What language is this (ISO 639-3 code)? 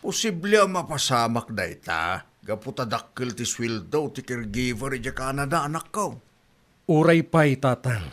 ilo